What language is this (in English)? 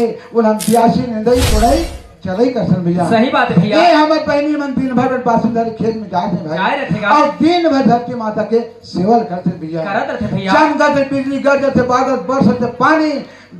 Chhattisgarhi